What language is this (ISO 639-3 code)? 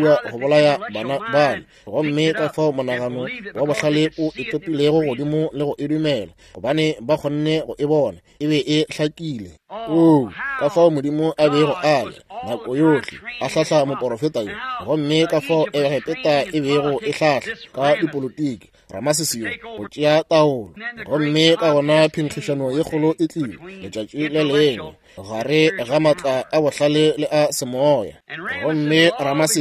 nso